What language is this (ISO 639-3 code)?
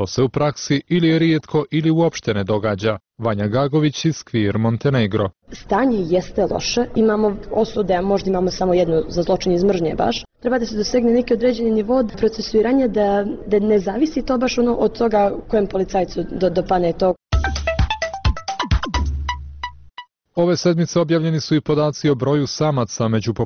srp